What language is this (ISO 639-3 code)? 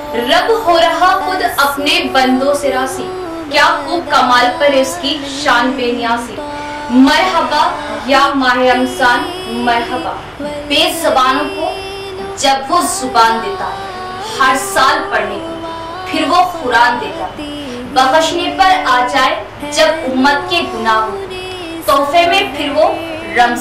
hin